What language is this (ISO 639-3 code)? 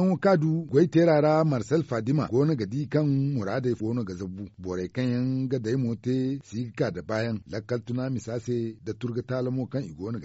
dje